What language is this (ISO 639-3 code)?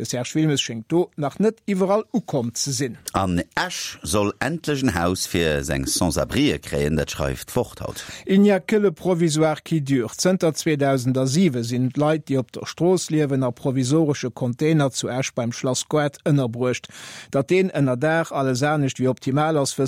ltz